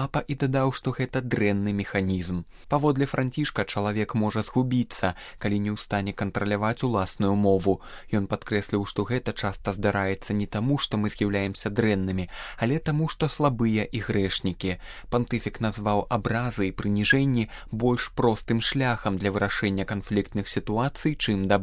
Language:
Belarusian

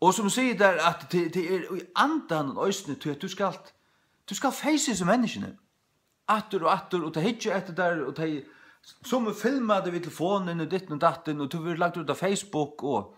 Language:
Faroese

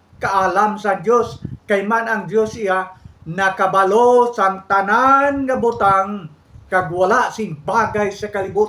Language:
Hiligaynon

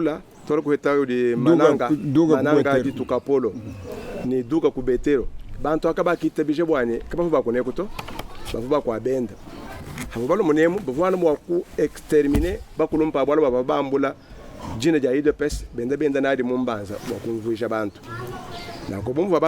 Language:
Luba-Lulua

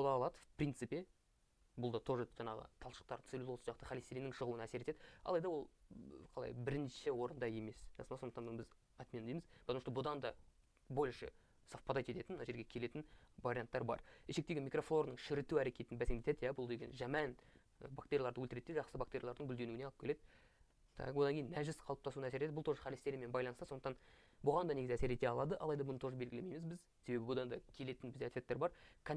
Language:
Kazakh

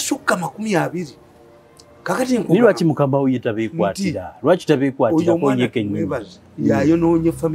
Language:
English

